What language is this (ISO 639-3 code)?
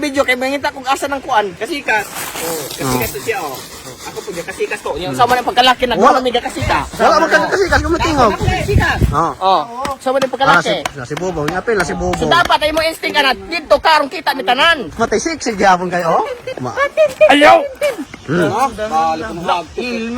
ceb